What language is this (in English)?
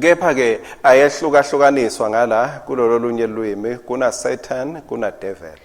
Swati